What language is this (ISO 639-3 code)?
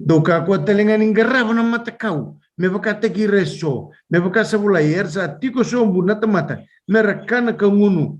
fij